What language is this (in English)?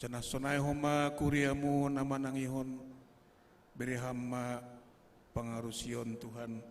Batak Simalungun